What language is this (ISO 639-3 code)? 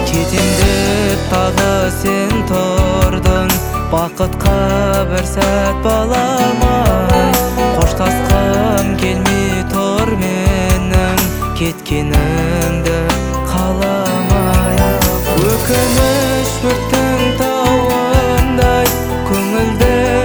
kaz